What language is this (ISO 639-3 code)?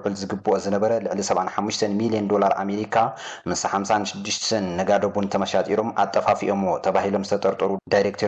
tir